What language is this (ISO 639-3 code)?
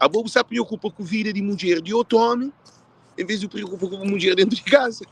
kea